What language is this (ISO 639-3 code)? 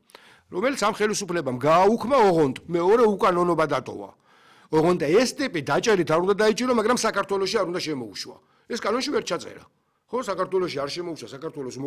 kat